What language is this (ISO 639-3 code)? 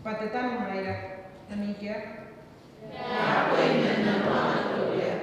gil